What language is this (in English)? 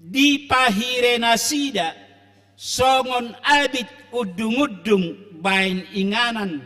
Batak Toba